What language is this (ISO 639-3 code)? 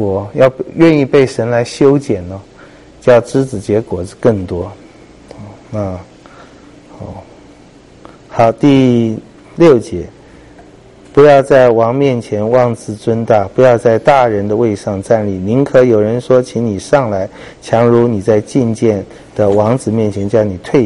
zho